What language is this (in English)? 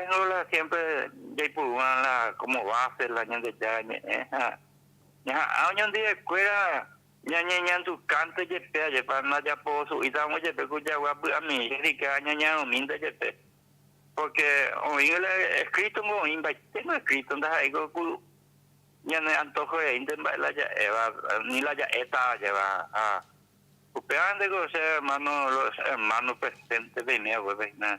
Guarani